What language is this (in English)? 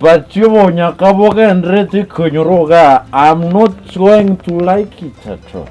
Gusii